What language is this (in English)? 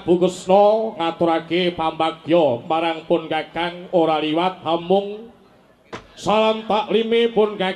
Javanese